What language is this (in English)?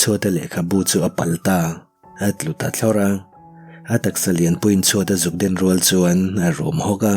Mizo